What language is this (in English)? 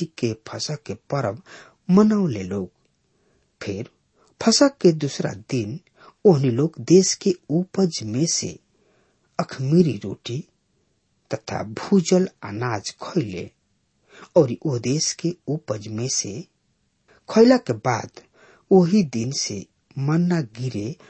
Bhojpuri